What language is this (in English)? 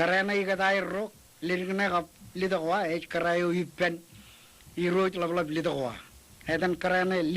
Marshallese